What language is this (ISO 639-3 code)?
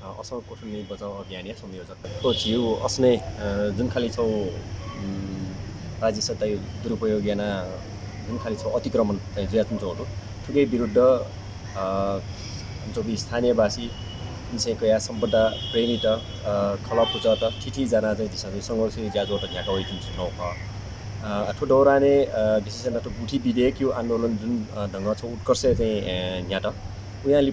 new